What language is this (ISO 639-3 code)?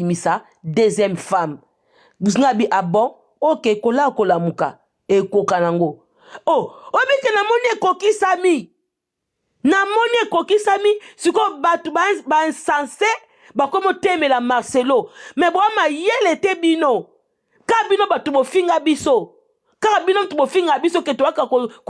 lin